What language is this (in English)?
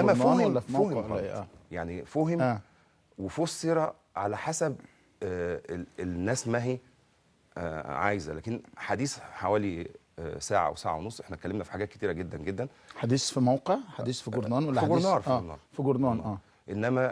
Egyptian Arabic